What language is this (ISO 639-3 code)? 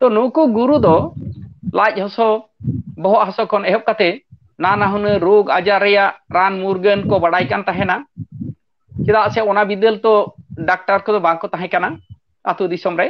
sat